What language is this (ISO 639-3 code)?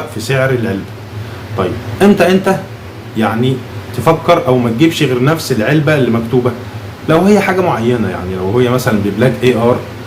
arz